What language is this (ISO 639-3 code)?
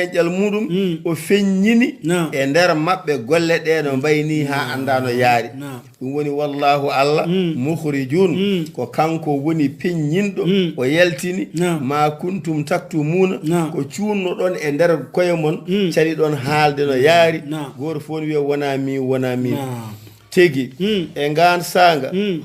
ful